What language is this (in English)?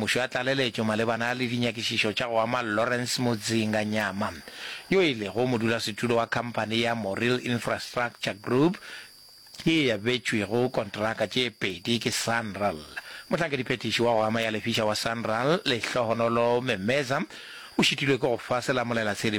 Northern Sotho